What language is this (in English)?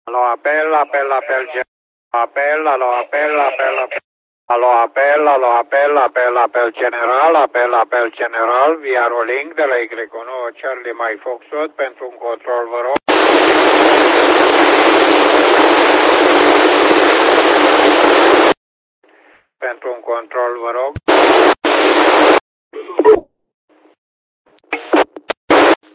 Romanian